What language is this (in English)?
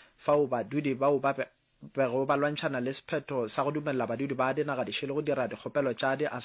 Northern Sotho